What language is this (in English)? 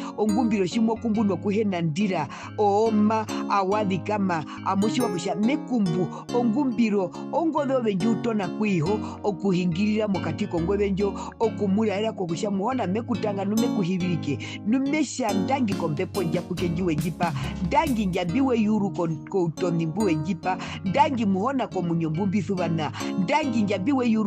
Herero